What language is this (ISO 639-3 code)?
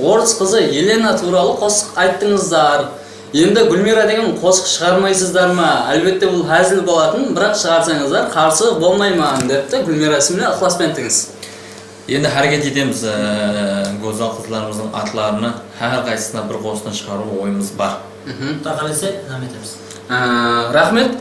kaa